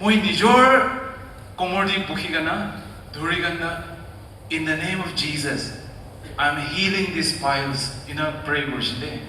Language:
Naga Pidgin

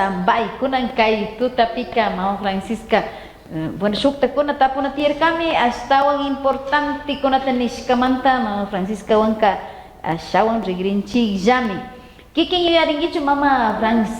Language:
Chimborazo Highland Quichua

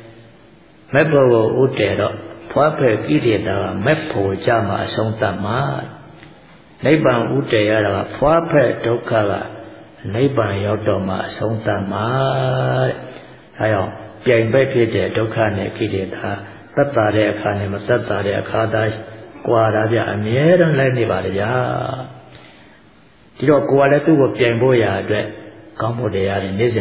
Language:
Burmese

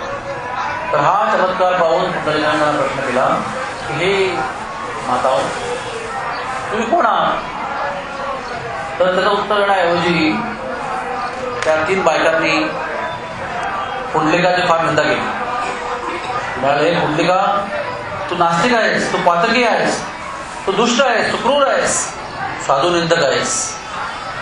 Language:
Marathi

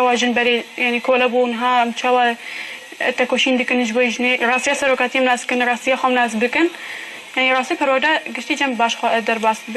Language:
Kurdish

